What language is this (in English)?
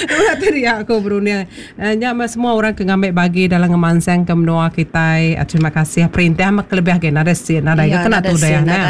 Iban